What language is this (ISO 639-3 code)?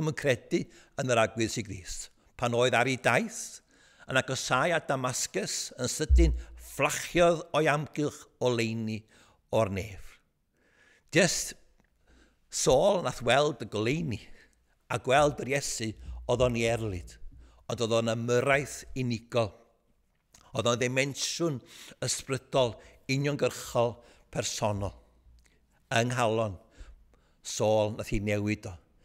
cym